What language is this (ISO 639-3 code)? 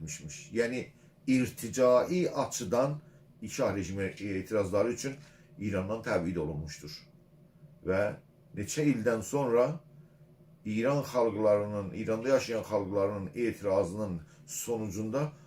azb